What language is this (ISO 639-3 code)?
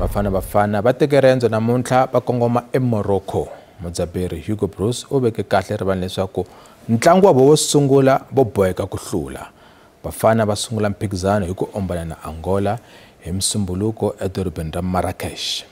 tso